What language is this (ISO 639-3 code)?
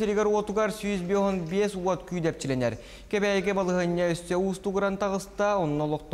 sah